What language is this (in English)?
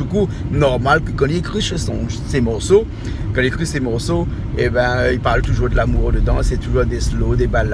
Réunion Creole French